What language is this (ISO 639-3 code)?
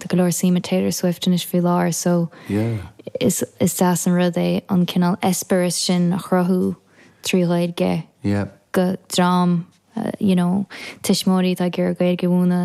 gle